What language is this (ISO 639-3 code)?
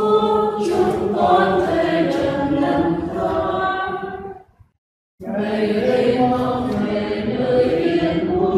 vie